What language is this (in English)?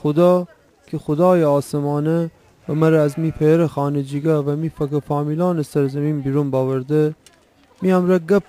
Gilaki